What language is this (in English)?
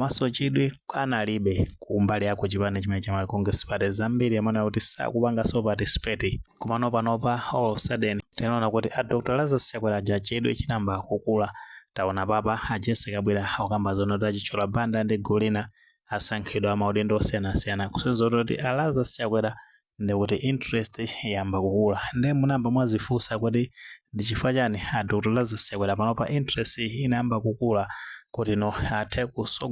Nyanja